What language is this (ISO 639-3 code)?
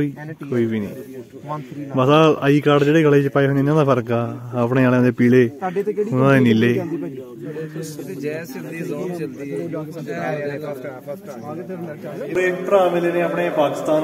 pan